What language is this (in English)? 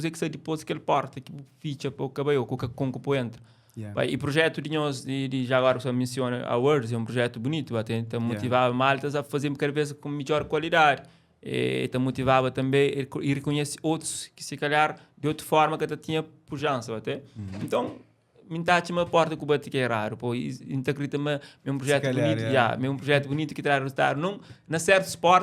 Kabuverdianu